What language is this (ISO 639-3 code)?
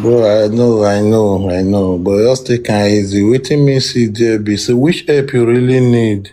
pcm